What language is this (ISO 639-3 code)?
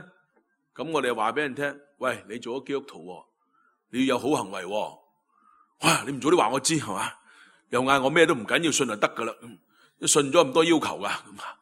yue